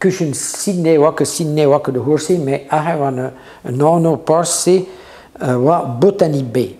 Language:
Breton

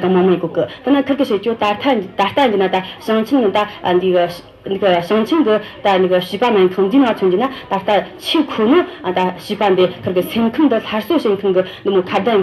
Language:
Tibetan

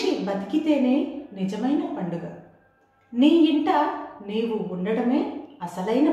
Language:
Telugu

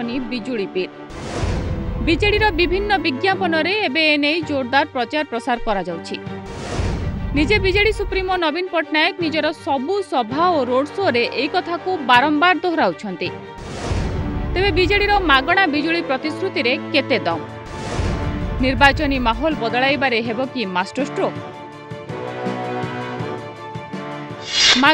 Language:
Odia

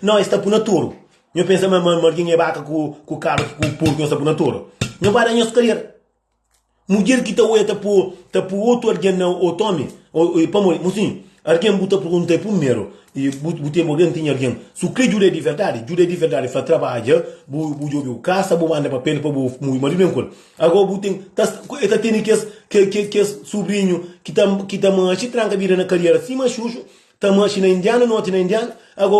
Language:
Kabuverdianu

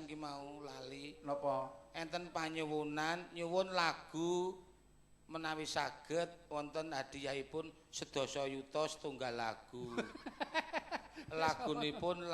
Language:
Javanese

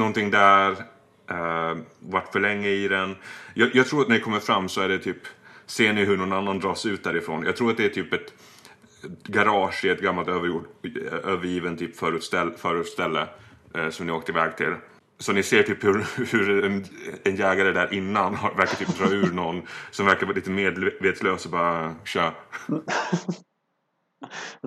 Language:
Swedish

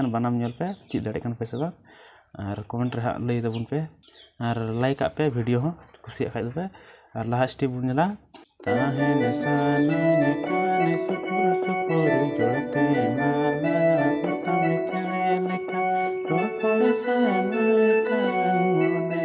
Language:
Santali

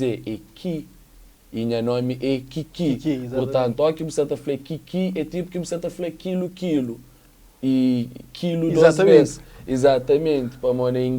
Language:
Kabuverdianu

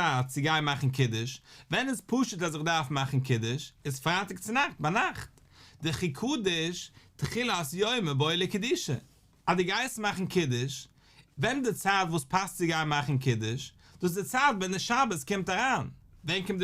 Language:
Yiddish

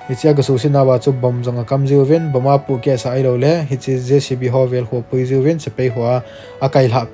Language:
Thado Chin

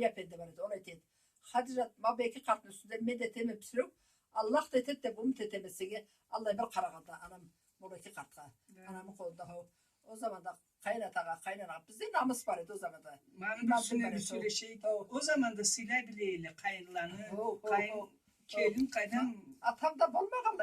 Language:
Karachay-Balkar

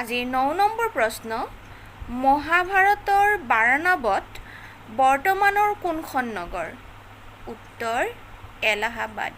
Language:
Assamese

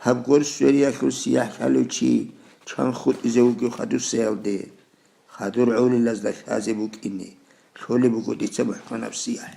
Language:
Avaric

